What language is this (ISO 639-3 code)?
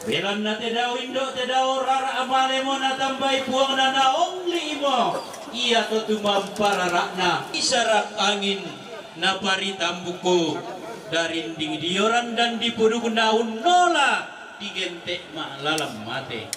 sda